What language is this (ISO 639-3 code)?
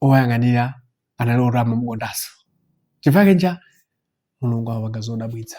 nya